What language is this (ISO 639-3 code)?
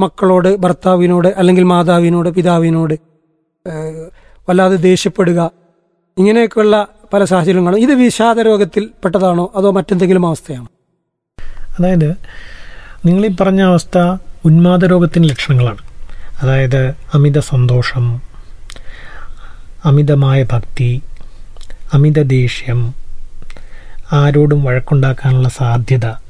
mal